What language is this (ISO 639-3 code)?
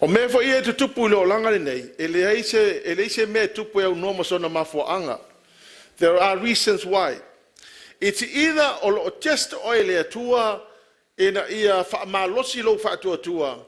smo